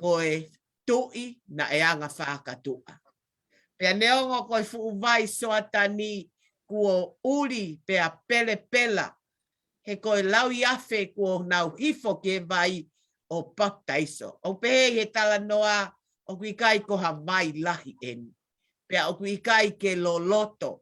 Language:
Tongan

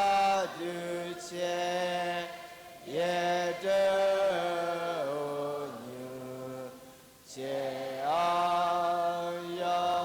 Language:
Akha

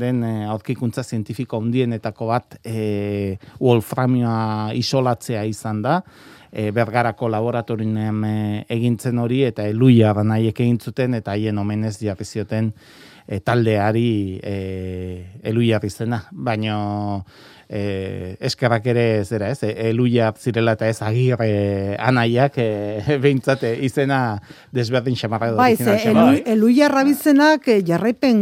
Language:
Basque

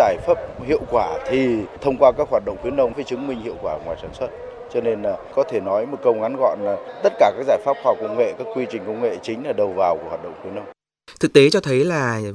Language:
Vietnamese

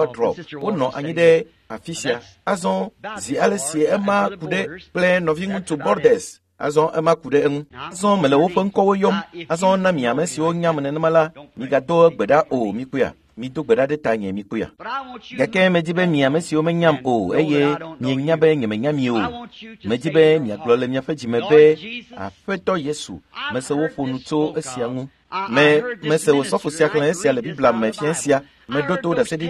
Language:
Ewe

